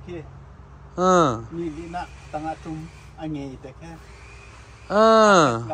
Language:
Hakha Chin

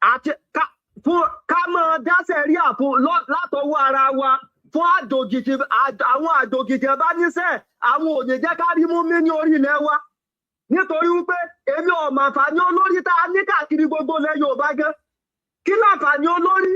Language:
Yoruba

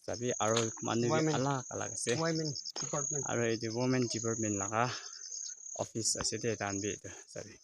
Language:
Naga Pidgin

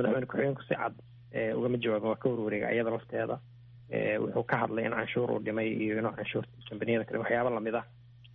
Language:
Somali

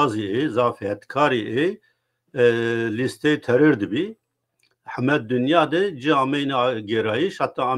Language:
Zaza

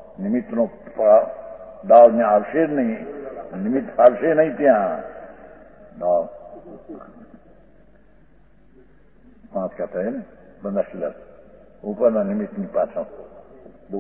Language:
Gujarati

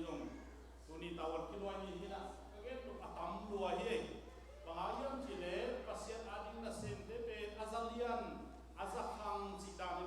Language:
Tedim Chin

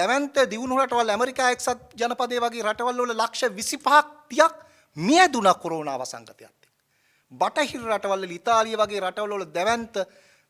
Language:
Sinhala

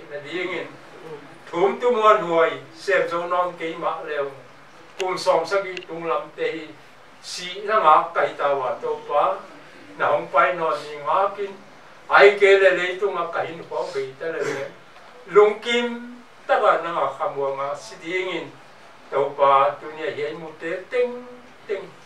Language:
Paite Chin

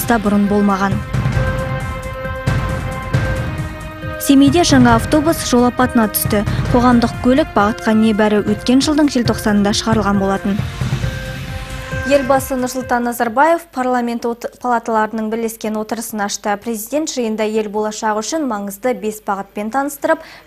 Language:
Kazakh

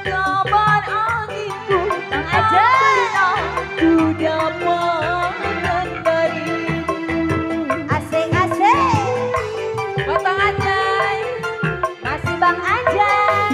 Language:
Betawi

